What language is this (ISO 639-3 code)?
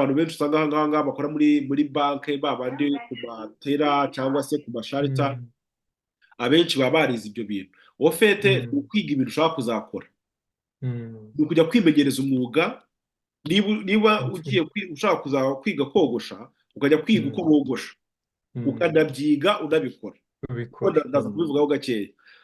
kin